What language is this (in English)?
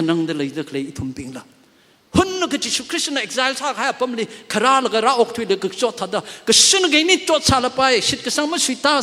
Tangkhul Naga (India)